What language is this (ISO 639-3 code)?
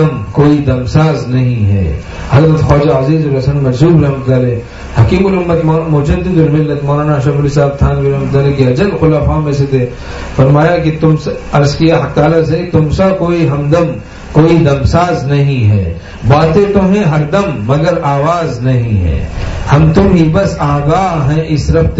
urd